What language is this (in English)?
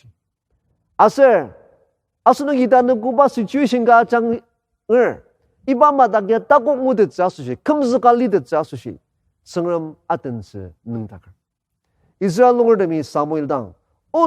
Ao Naga